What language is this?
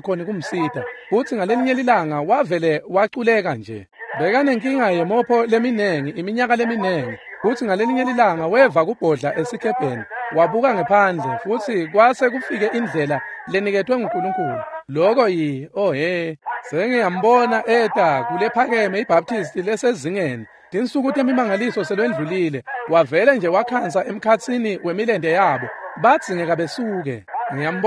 Swati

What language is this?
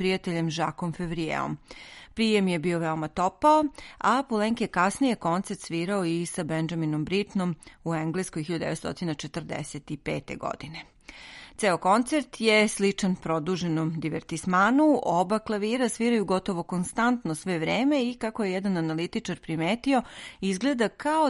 Serbian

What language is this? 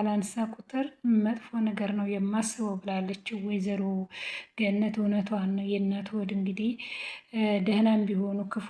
Amharic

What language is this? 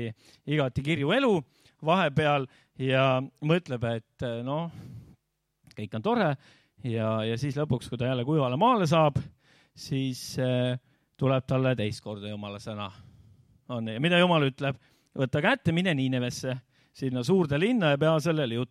Estonian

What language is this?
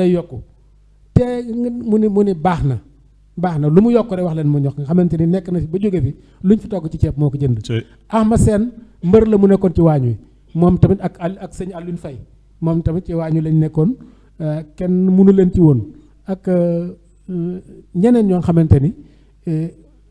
Wolof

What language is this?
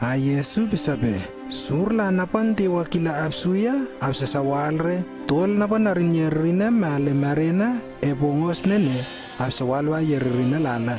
Lewo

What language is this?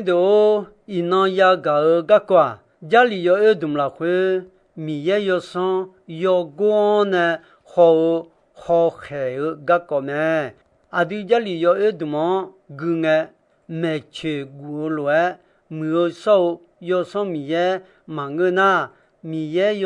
Akha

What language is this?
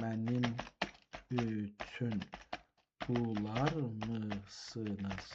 South Azerbaijani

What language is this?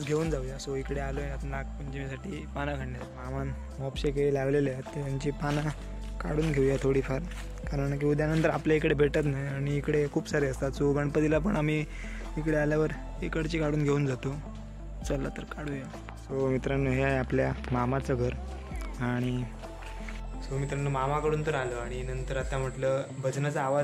Marathi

